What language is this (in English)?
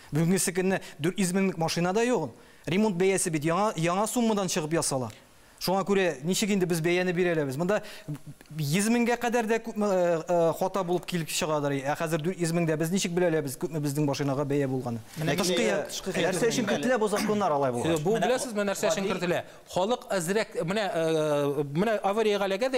Tatar